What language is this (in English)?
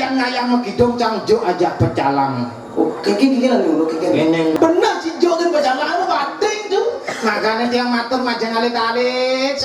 Balinese